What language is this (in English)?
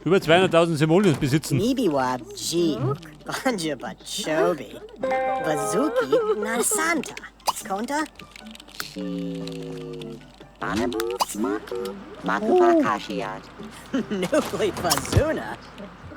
Bavarian